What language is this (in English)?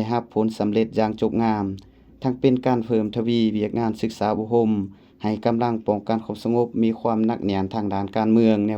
Lao